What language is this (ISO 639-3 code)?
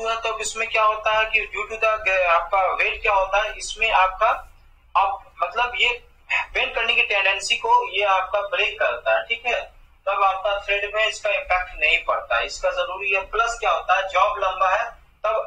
hin